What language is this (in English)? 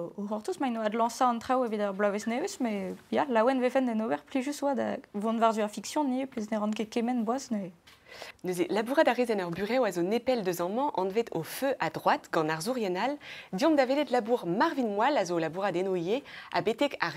Breton